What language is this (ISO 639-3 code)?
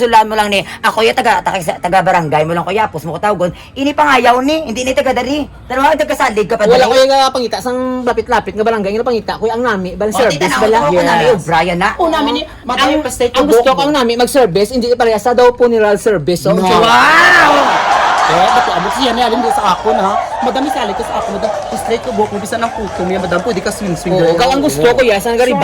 hil